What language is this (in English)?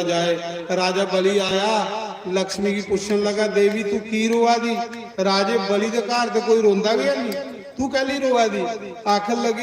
Dogri